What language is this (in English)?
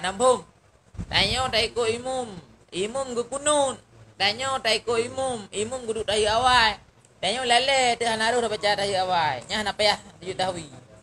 Achinese